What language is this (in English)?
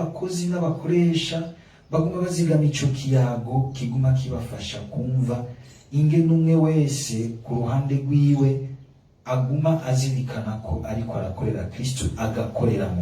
Rundi